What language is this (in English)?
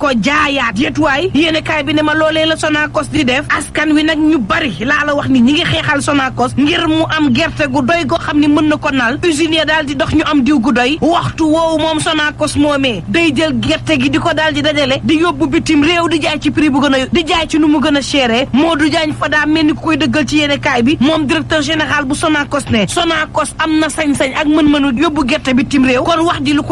Wolof